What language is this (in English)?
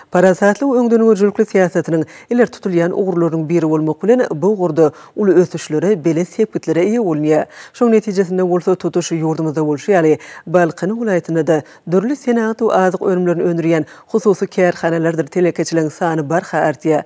Turkmen